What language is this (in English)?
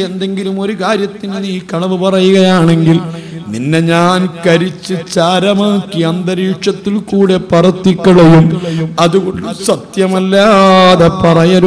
Malayalam